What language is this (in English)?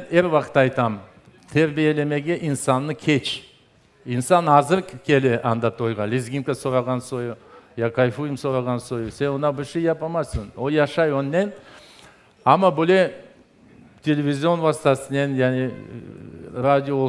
Crimean Tatar